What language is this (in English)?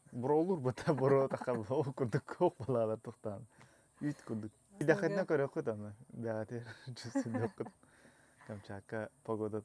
Yakut